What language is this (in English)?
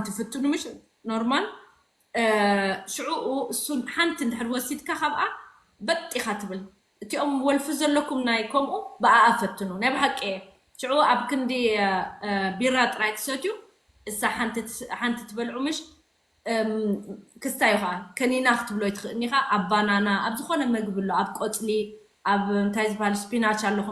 Tigrinya